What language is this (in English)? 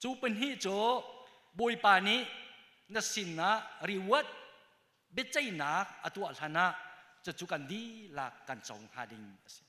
Hakha Chin